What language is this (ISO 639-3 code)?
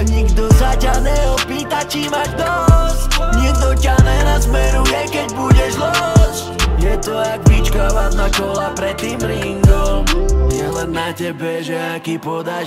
slk